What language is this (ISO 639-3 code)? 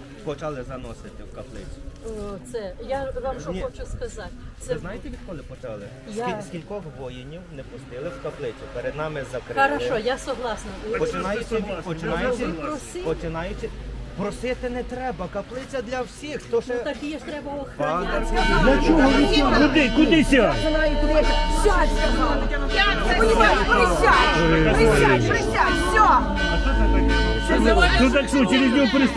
ukr